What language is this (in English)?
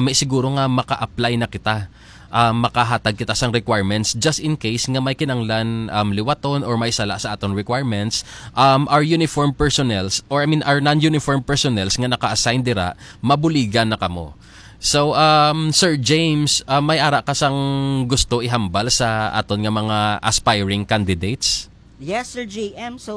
Hiligaynon